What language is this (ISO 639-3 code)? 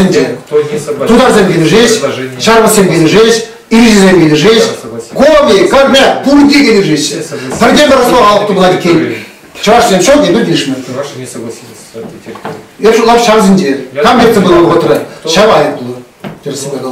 chv